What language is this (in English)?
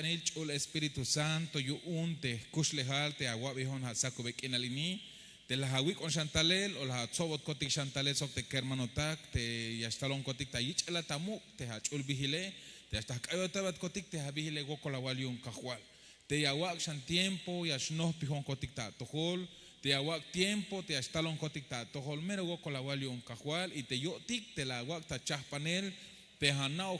Tzeltal